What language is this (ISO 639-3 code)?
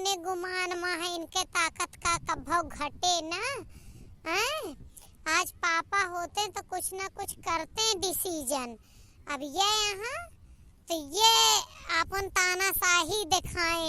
awa